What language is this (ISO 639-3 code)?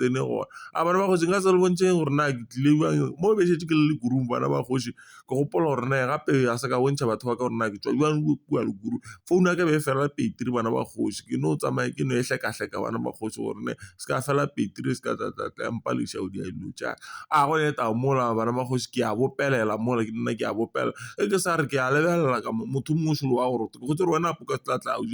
nso